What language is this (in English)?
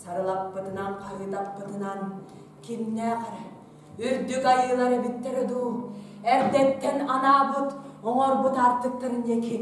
Yakut